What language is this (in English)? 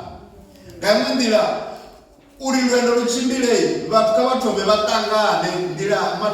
Venda